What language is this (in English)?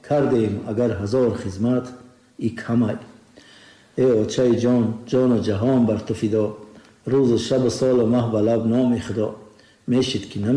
Tajik